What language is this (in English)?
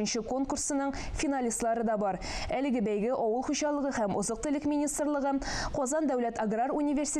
Tatar